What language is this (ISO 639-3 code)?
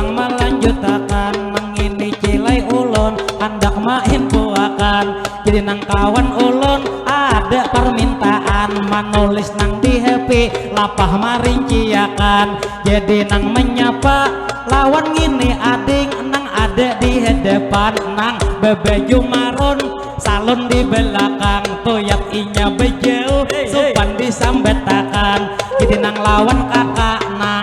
bjn